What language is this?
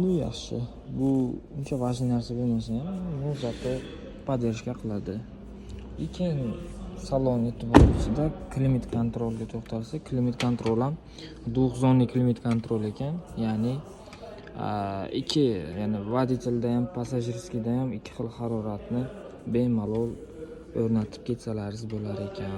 Uzbek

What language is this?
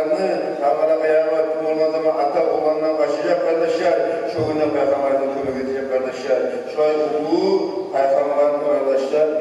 Kumyk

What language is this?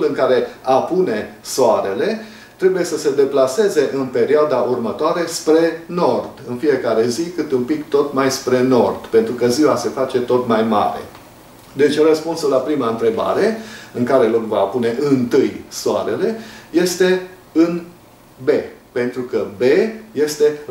Romanian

